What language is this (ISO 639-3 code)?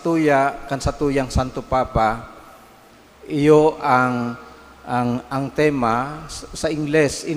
bik